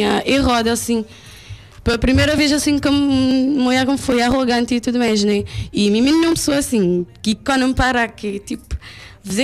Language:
Kabuverdianu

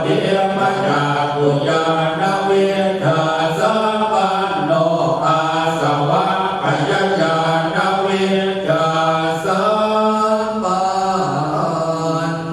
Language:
Pali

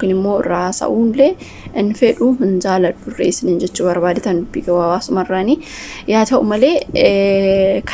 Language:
Oromo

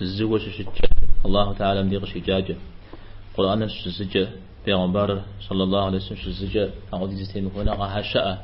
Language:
Kabardian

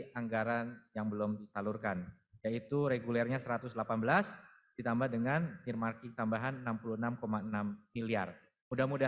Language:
Indonesian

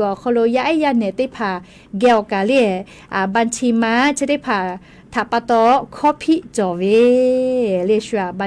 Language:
Lahu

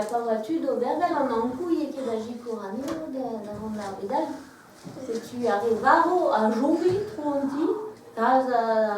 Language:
Breton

